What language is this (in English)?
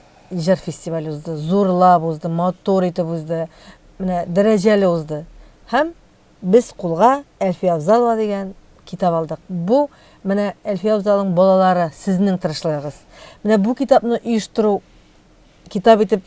Tatar